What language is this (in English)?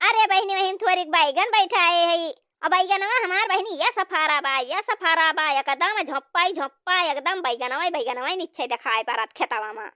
Awadhi